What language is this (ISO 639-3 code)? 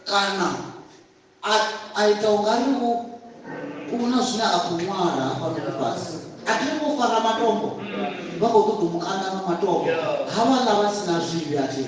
ven